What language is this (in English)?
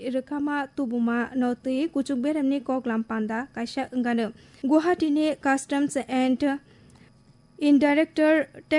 Kok Borok